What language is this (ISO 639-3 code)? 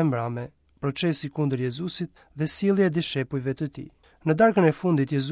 sqi